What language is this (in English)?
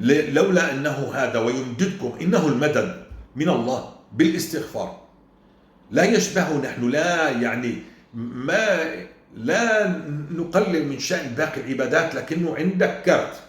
North Levantine Arabic